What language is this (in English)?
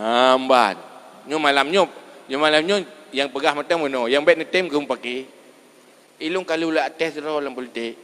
Achinese